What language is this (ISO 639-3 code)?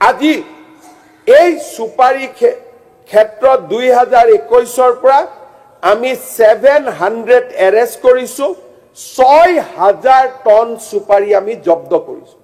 asm